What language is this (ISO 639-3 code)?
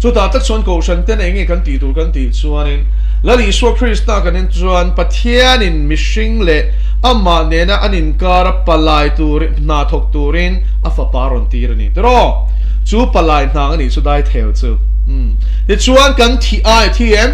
lus